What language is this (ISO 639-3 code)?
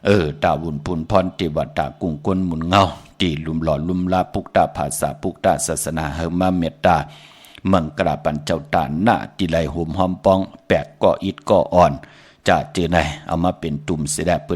shn